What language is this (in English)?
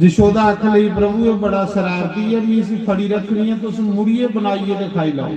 Dogri